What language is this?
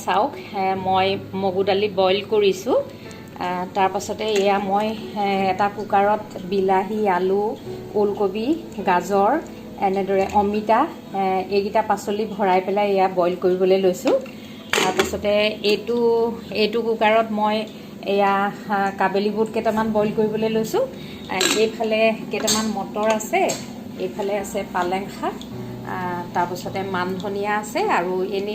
Assamese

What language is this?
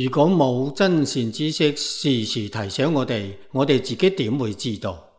Cantonese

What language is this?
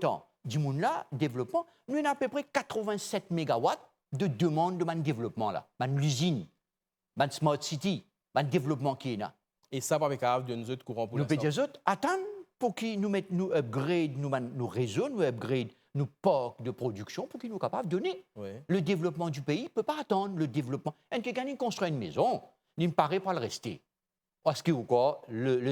Morisyen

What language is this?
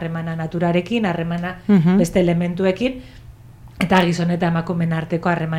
Basque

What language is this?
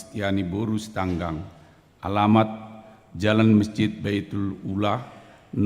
Batak Toba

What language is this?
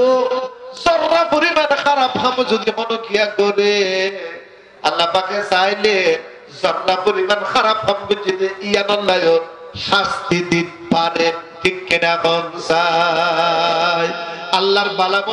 Rohingya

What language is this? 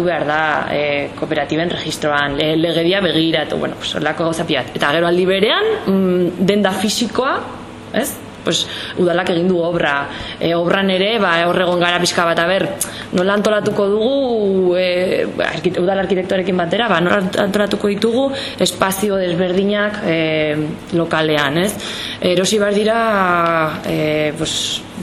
Basque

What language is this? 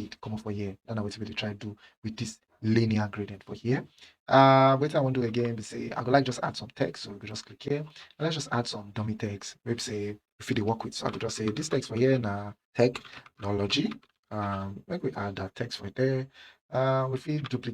Nigerian Pidgin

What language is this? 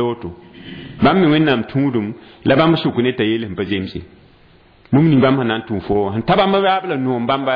Mossi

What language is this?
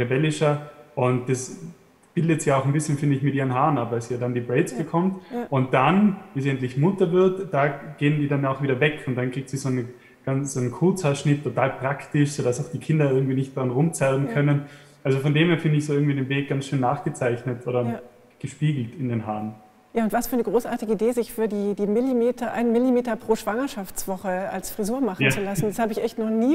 German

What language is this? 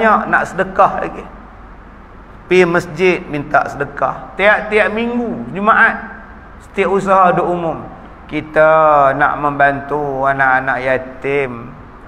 Malay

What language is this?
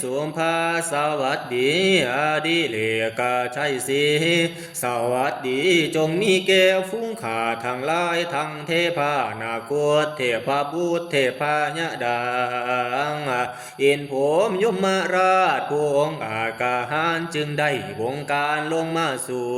Northeastern Thai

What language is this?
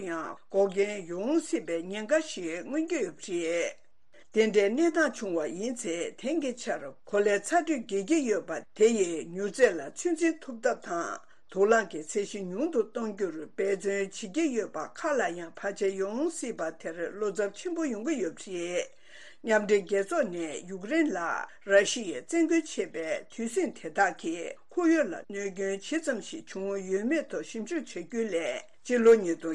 Tibetan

